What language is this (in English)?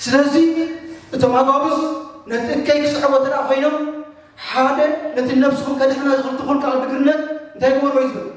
Tigrinya